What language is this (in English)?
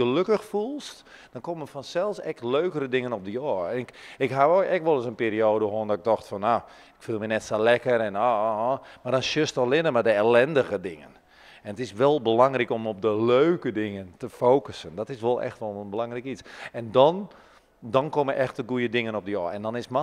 Western Frisian